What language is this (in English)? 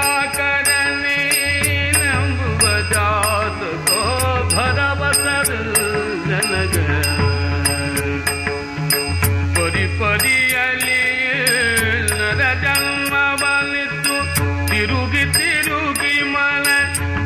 Kannada